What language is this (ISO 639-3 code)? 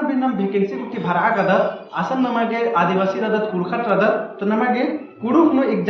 kru